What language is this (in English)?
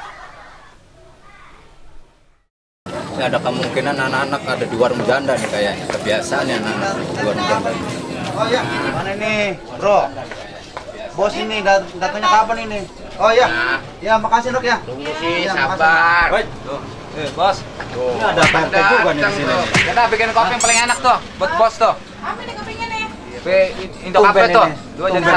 Indonesian